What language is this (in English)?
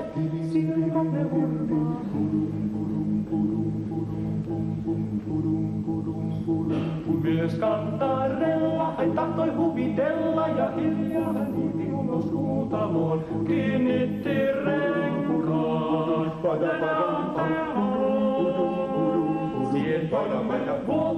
Finnish